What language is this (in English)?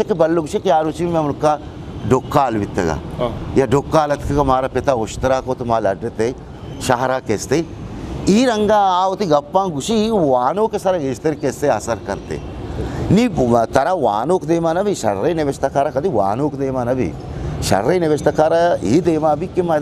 Eastern Balochi